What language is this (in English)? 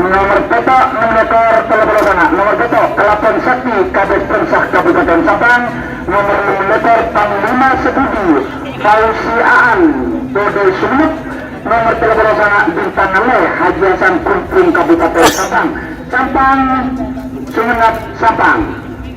Madurese